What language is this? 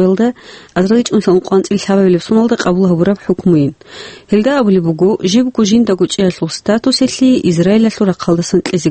Avaric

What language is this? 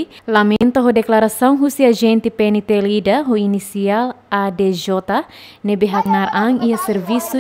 Tetum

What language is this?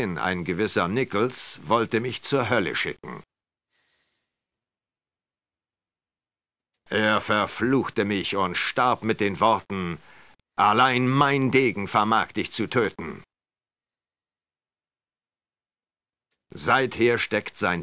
German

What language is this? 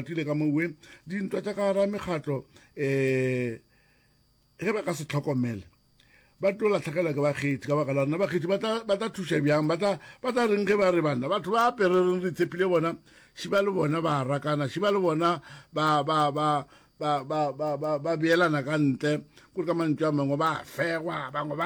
Northern Sotho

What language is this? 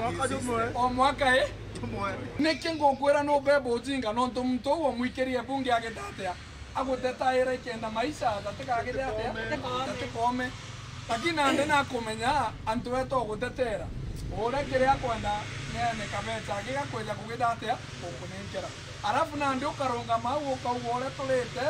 Meru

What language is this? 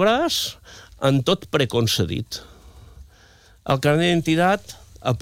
Catalan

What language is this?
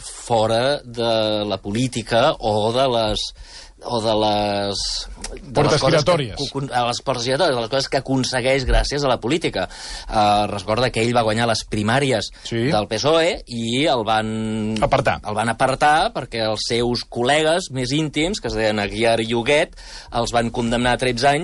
Catalan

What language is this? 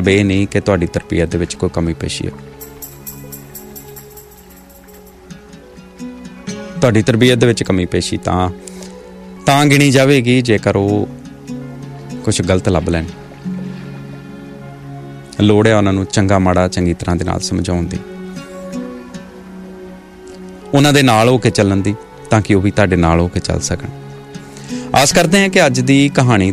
Punjabi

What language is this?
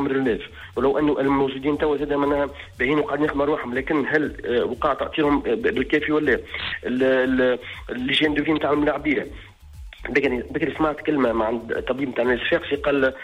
Tunisian Arabic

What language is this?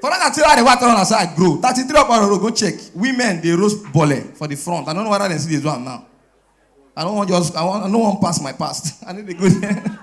Nigerian Pidgin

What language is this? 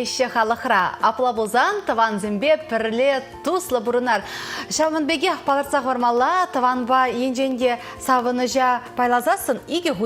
Chuvash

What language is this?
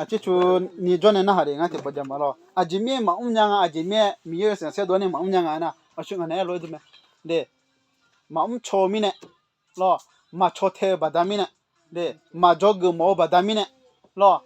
Akha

